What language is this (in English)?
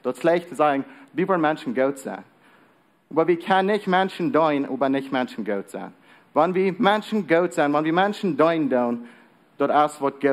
Plautdietsch